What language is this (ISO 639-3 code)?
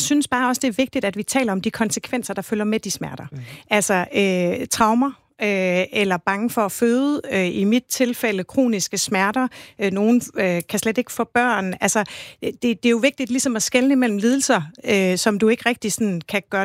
dan